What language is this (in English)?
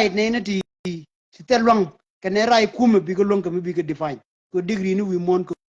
Nuer